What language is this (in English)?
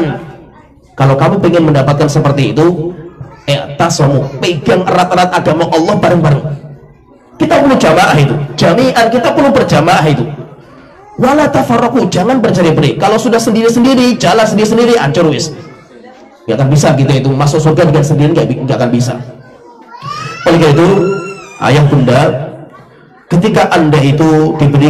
Indonesian